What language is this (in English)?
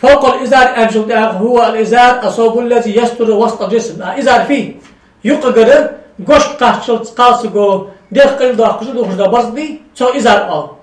Ingush